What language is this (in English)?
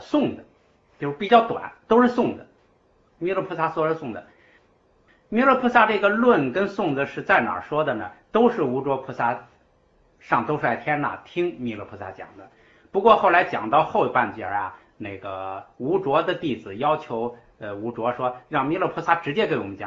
Chinese